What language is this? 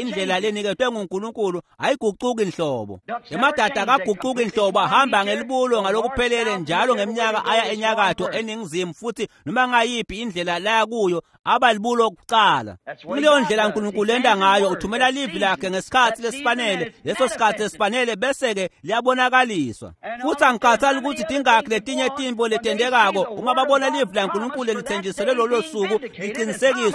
Swati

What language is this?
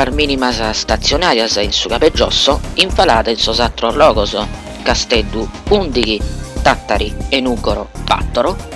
Sardinian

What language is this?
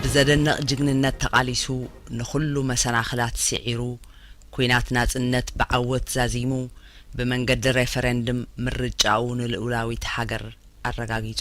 Tigrinya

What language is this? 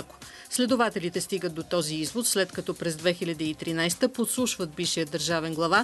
Bulgarian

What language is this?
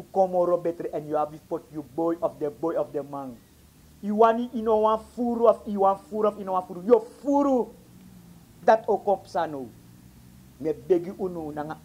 Sranan Tongo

